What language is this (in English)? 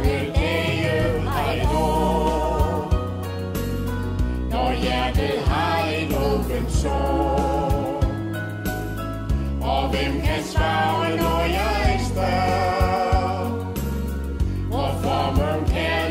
Danish